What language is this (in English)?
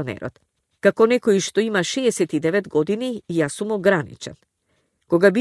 Macedonian